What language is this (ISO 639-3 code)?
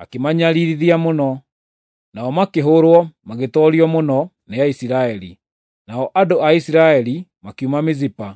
kik